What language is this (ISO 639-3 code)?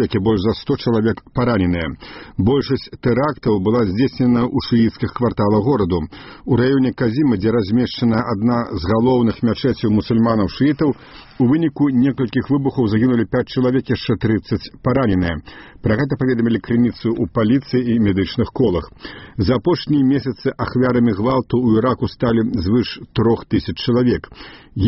bel